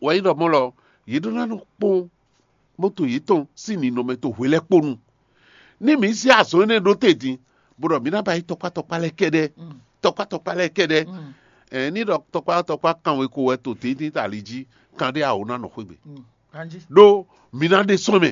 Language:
Fon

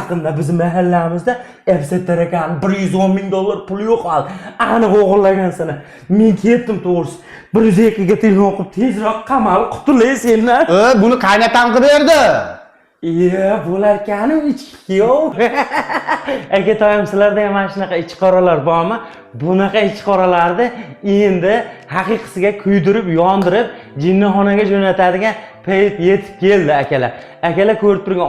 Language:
Uzbek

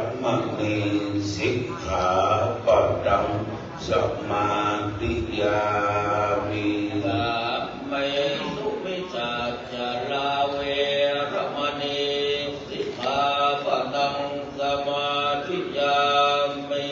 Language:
Pali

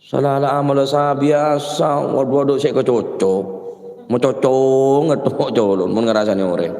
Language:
Madurese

